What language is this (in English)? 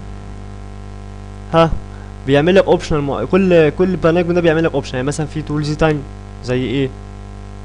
Egyptian Arabic